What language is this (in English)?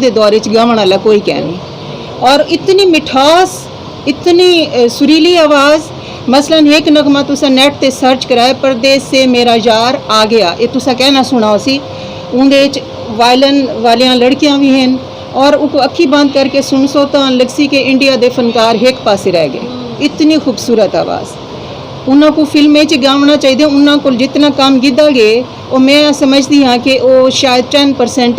Saraiki